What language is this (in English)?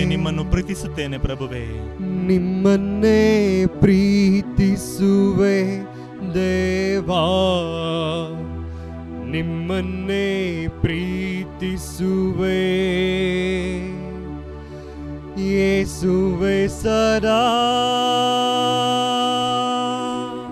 Kannada